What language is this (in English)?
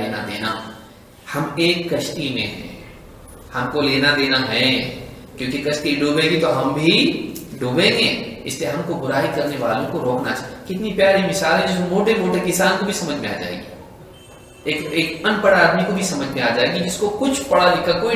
Urdu